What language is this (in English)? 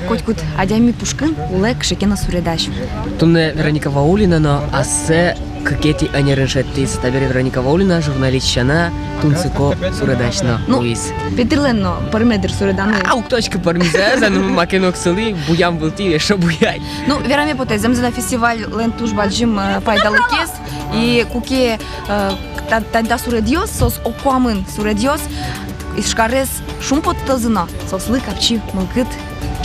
Udmurt